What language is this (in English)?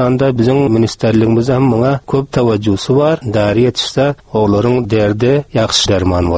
Turkmen